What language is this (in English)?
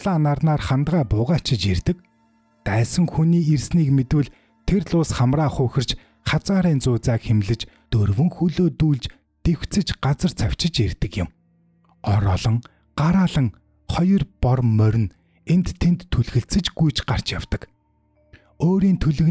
Mongolian